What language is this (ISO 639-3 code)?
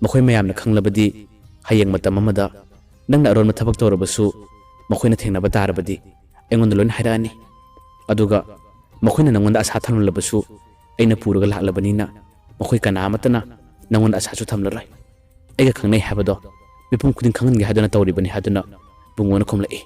mni